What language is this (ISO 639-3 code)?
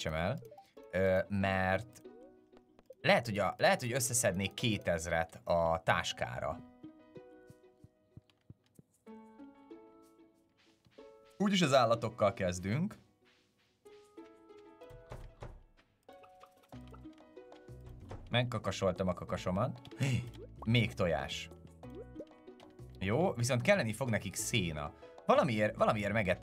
hun